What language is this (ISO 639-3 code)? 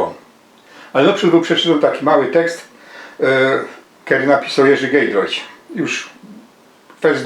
szl